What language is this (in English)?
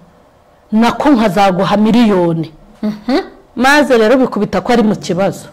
Kinyarwanda